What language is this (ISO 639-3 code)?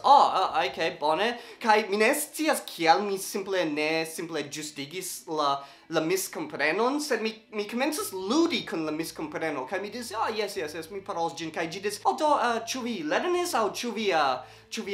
epo